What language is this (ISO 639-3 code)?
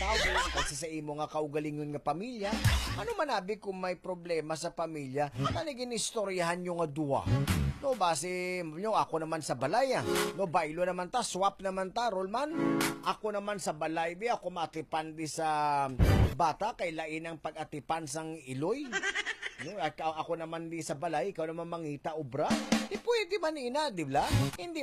hil